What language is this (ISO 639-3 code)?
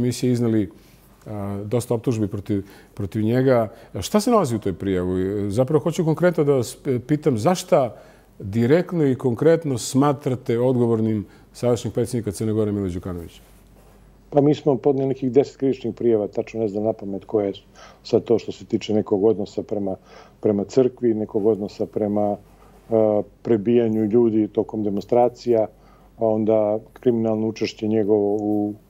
srp